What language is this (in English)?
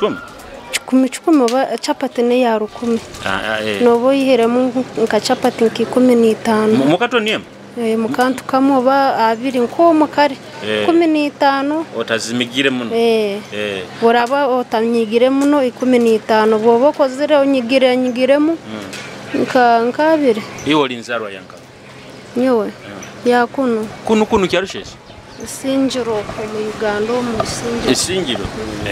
Nyoro